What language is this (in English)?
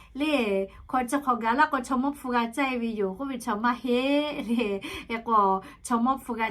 Lahu